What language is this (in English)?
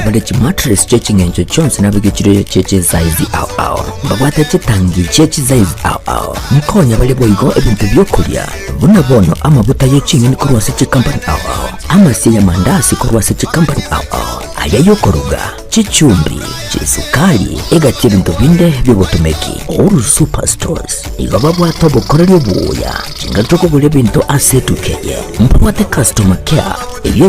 Gusii